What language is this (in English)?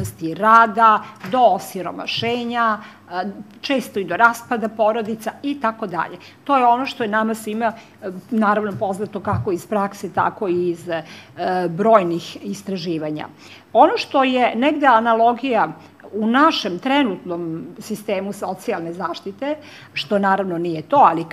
Serbian